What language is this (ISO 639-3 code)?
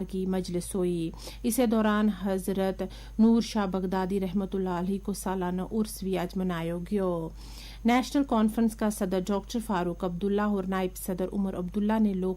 gju